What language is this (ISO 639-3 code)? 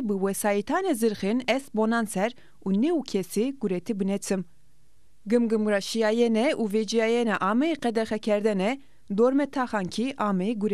zza